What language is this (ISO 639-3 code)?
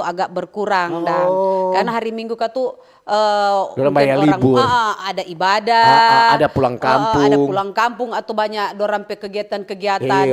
xmm